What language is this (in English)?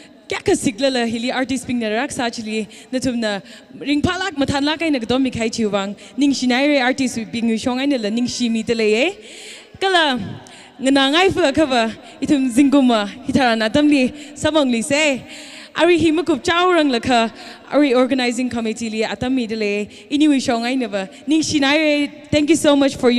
Tangkhul Naga (India)